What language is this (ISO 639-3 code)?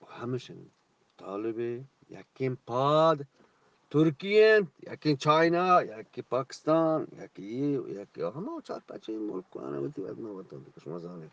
bgp